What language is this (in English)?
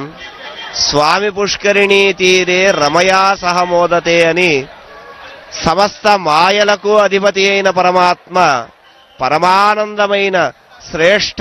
Telugu